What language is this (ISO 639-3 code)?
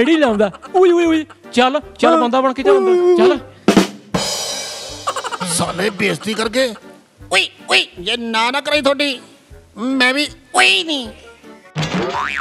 pan